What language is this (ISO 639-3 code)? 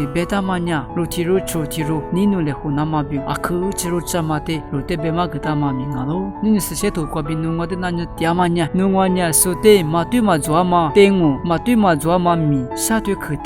lis